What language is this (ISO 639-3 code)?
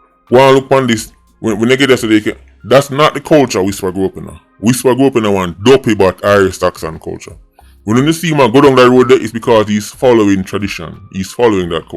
jam